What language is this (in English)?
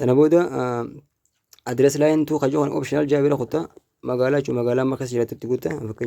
Oromo